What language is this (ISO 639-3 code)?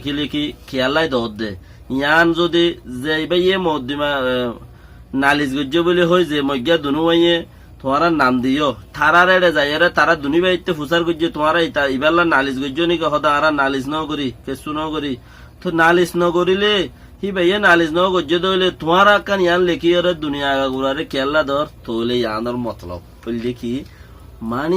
rhg